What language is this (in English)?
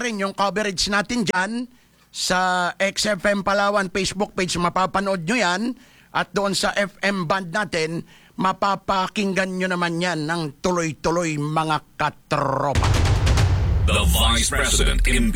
Filipino